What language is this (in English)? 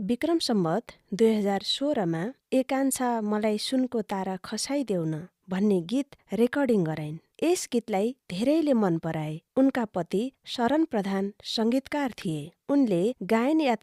Nepali